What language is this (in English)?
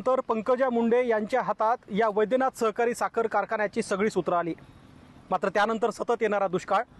Marathi